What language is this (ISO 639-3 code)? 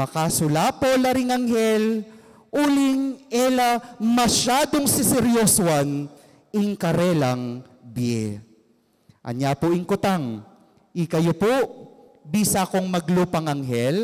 pam